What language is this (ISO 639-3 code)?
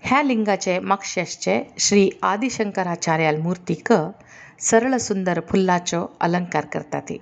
kok